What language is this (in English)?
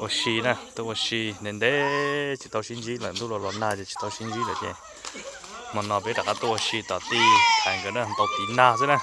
Hmong